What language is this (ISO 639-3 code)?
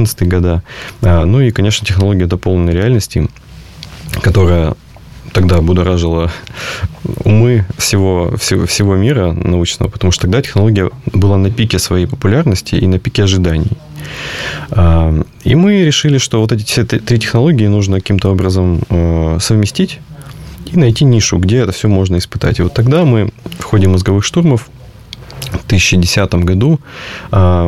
rus